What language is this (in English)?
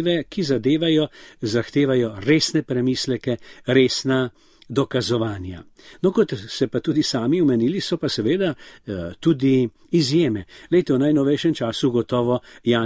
Slovenian